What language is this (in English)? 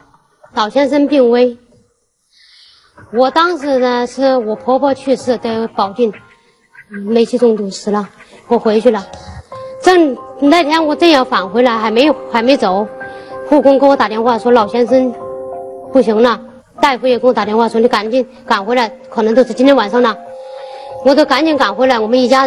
Chinese